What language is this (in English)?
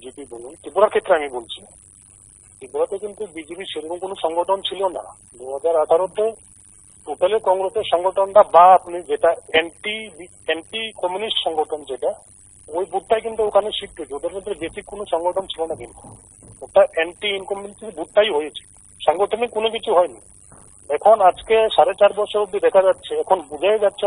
Bangla